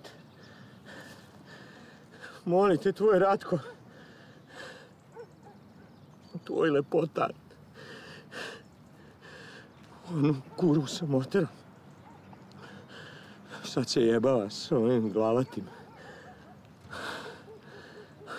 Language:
Serbian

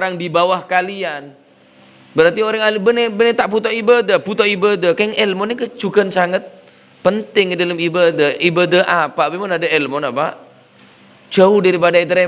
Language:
Madurese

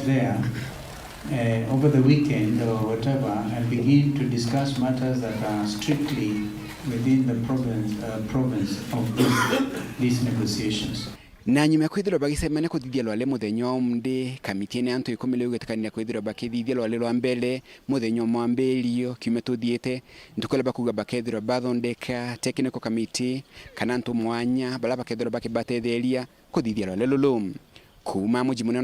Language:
Meru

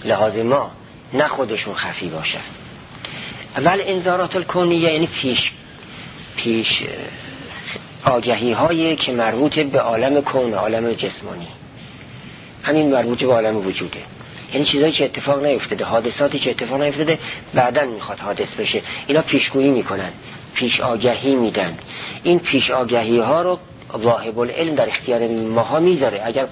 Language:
Persian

